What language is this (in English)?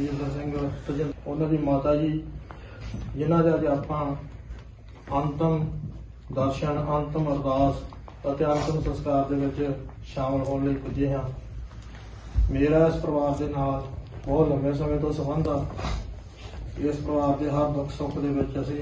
Punjabi